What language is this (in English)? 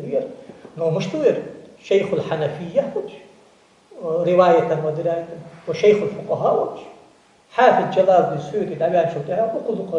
Ingush